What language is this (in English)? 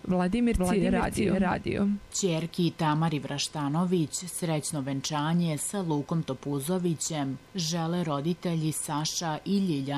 Serbian